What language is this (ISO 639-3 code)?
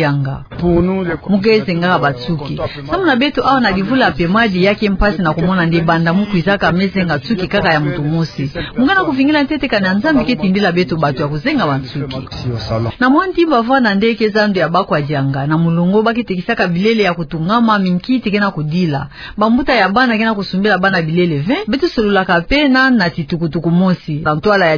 ktu